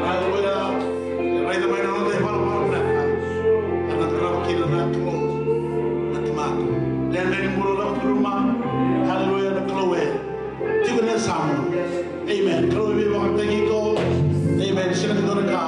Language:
Fijian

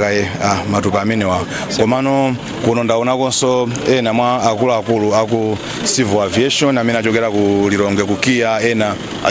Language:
Nyanja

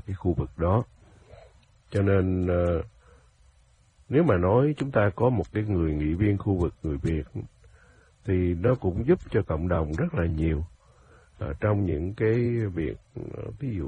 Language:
Vietnamese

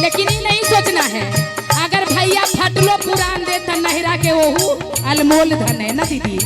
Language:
Magahi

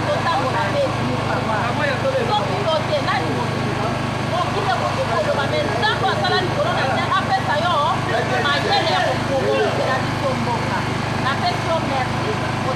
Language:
Lingala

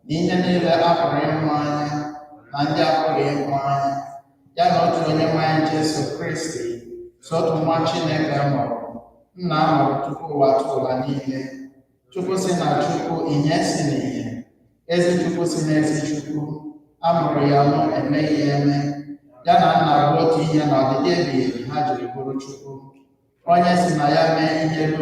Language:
Igbo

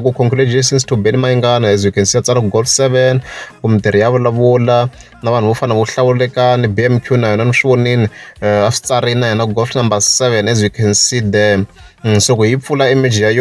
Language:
Tsonga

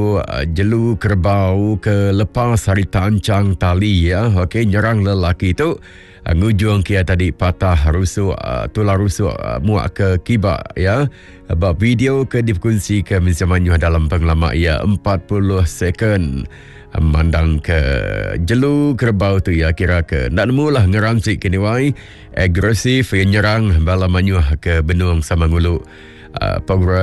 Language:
Iban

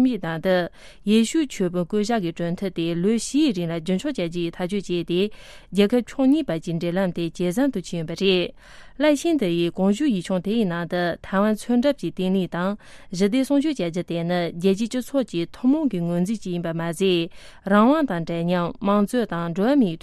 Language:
Tibetan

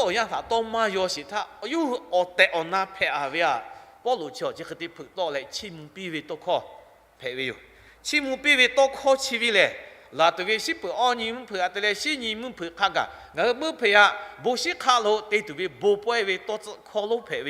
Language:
Lahu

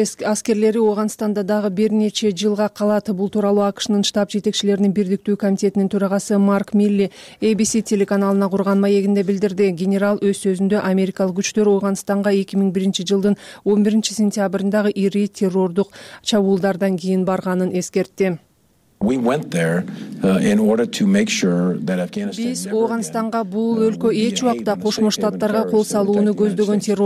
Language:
Kyrgyz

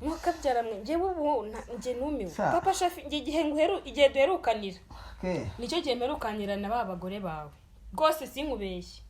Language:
Kinyarwanda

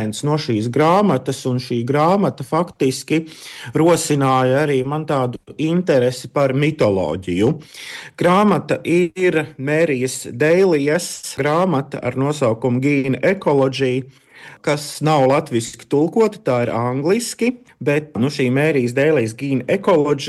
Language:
Latvian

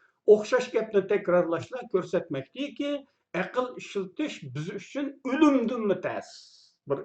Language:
Uyghur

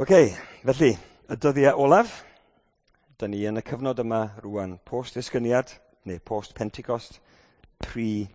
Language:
Welsh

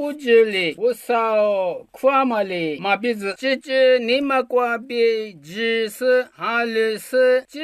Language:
Lisu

